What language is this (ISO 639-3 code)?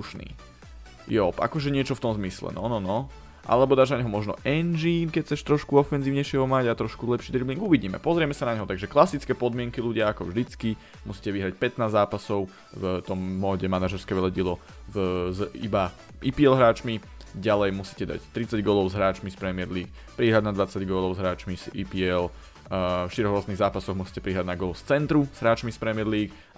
slk